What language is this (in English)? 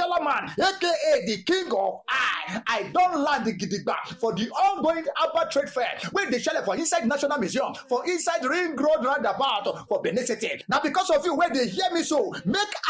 Nigerian Pidgin